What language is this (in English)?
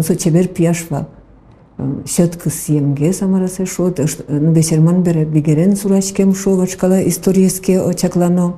Udmurt